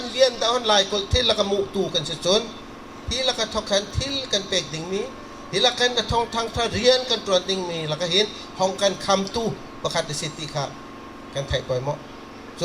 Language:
Bawm Chin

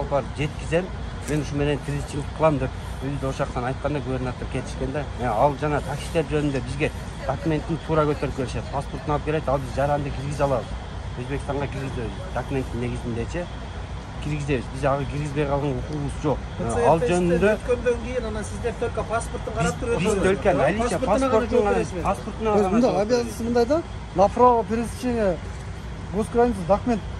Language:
Kyrgyz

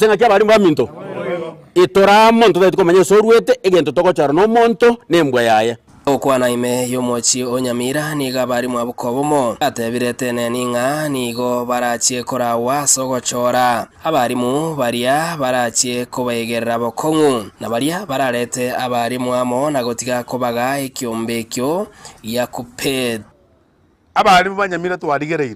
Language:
Gusii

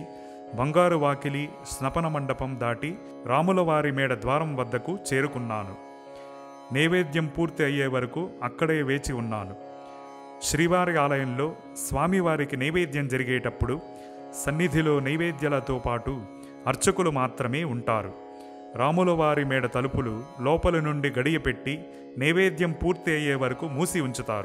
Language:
Telugu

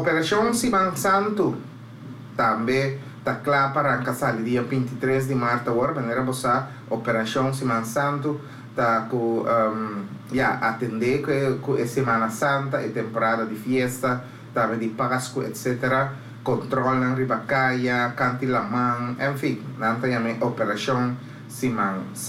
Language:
Papiamento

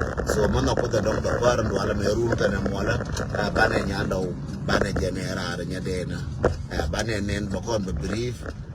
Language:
Nuer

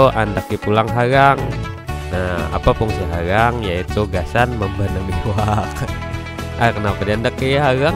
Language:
Banjar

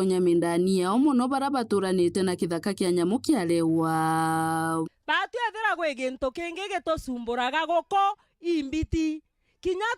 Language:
Meru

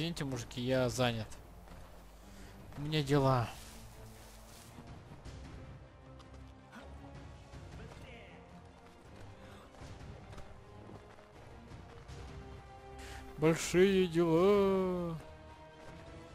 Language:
Russian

